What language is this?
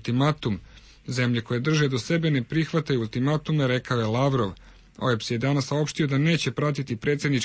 Serbian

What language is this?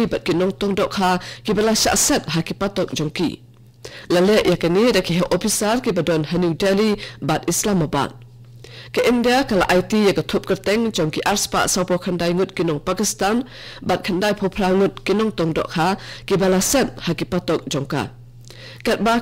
Khasi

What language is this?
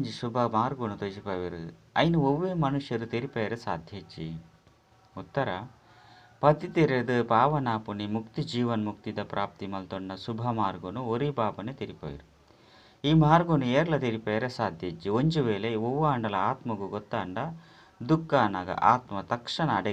Tulu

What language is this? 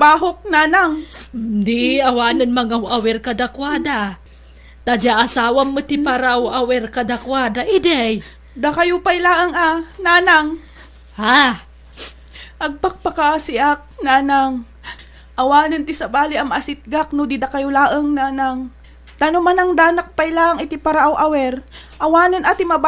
Iloko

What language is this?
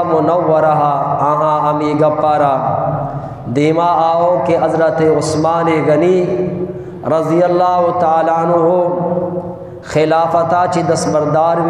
Eastern Balochi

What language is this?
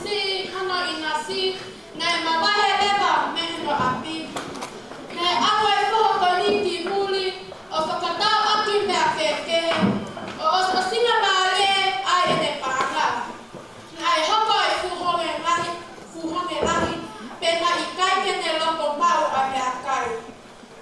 Tongan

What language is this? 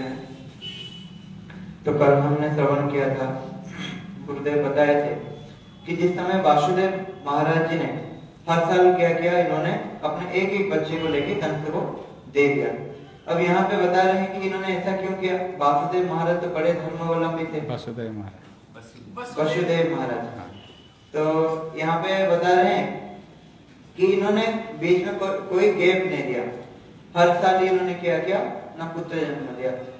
Hindi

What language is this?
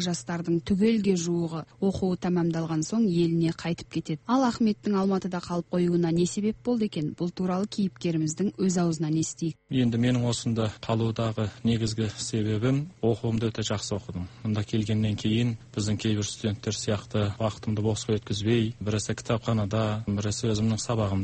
Kazakh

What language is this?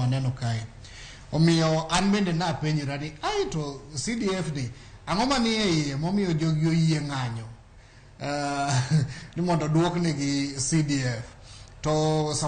Luo (Kenya and Tanzania)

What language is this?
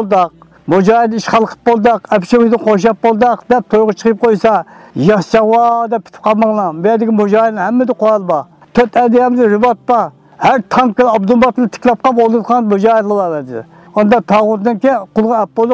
Uyghur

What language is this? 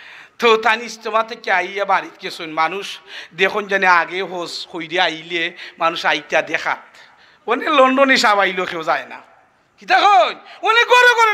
Sylheti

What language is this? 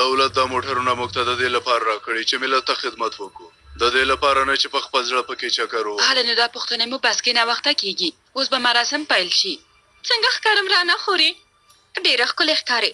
Pashto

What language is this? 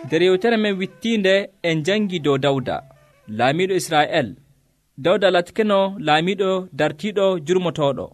Nigerian Fulfulde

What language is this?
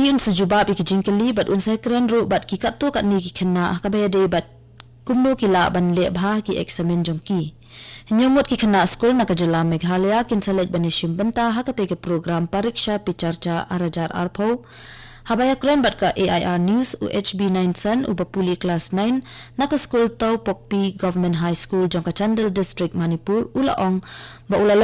Khasi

